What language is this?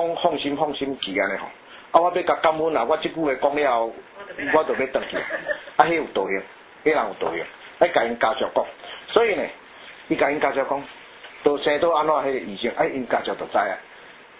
Min Nan Chinese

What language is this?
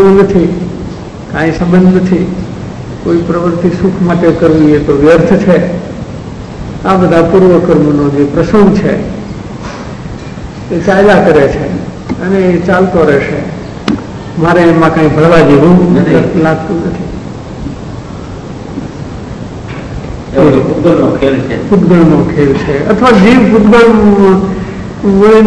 Gujarati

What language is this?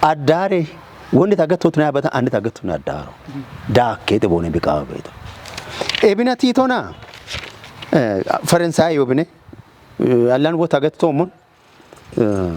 Kafa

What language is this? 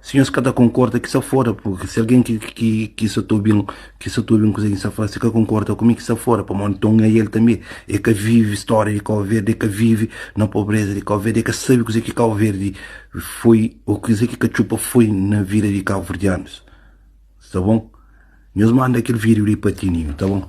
Kabuverdianu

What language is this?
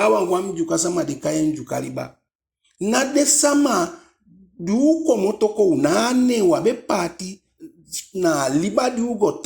Eastern Maroon Creole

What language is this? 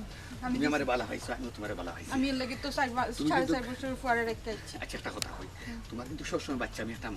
Sylheti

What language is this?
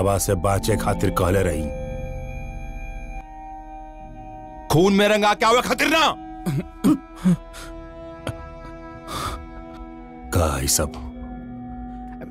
Bhojpuri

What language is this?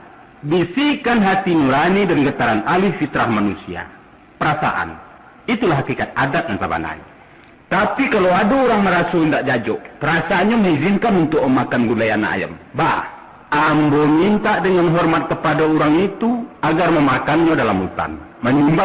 Minangkabau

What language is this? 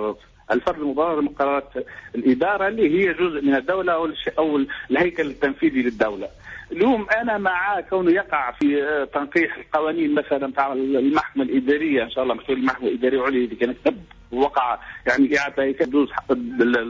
Tunisian Arabic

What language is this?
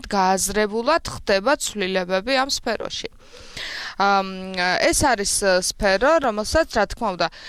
Georgian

